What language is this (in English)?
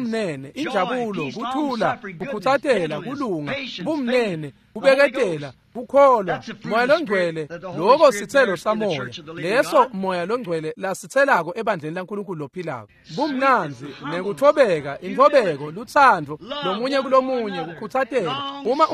Swati